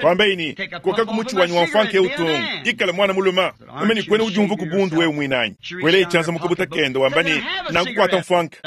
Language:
Luba-Lulua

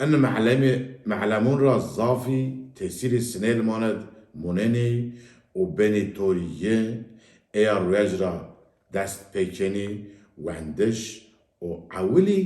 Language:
Zaza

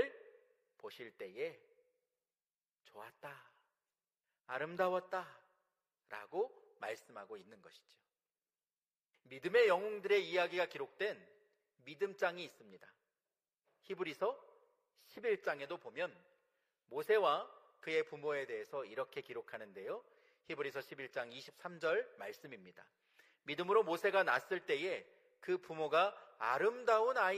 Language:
Korean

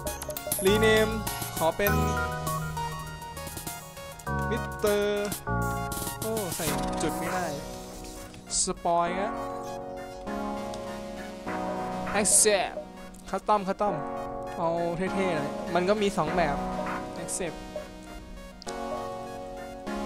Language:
Thai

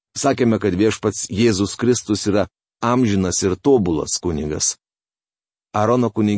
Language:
Lithuanian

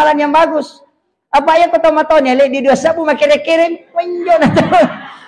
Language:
Buginese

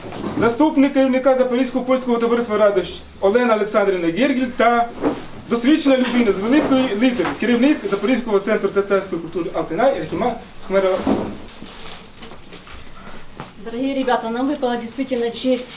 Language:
Ukrainian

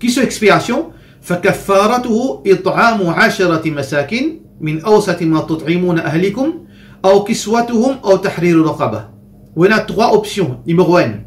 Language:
Morisyen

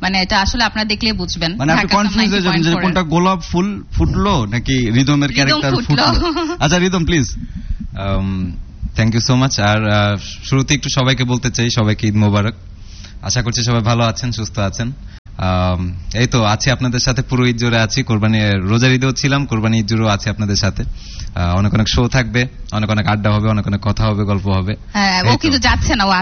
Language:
Bangla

